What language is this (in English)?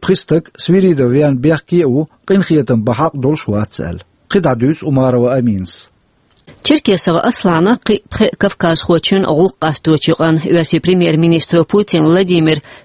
Chechen